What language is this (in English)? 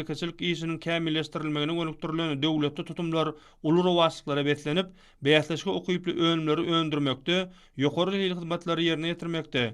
Turkmen